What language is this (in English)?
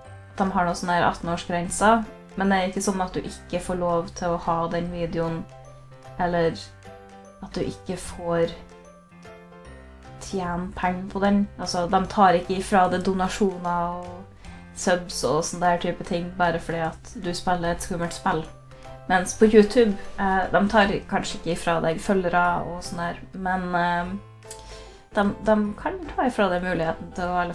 Norwegian